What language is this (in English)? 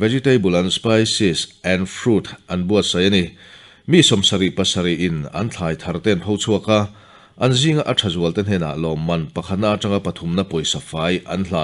Mizo